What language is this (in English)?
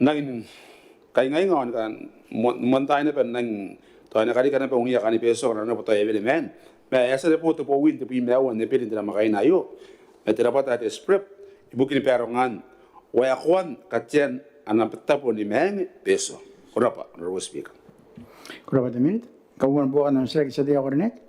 Gilbertese